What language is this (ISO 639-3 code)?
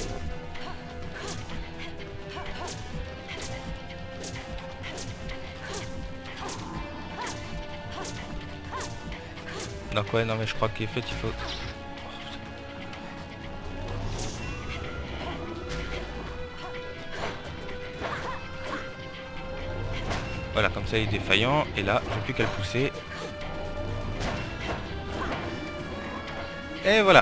fra